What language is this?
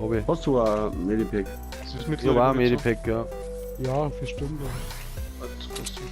Bavarian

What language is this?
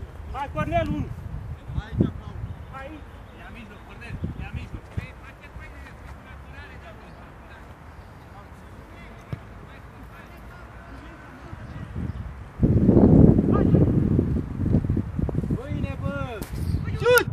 Romanian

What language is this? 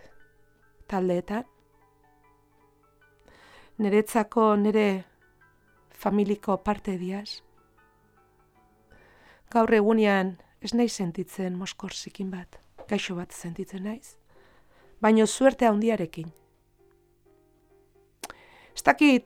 Basque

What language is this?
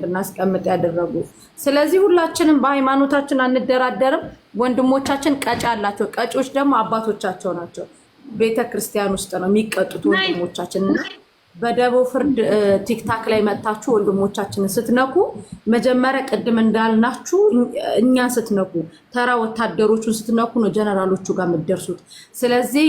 Amharic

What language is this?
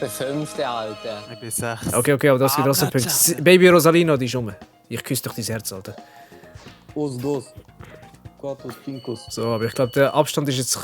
Swiss German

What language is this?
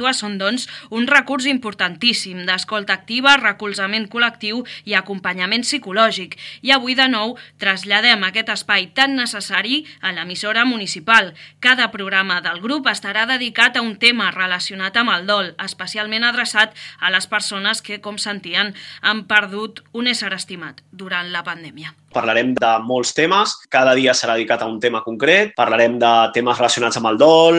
Catalan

